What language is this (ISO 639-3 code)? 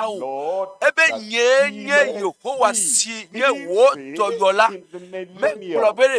ewe